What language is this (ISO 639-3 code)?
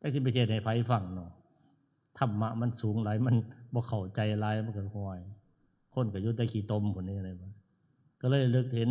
tts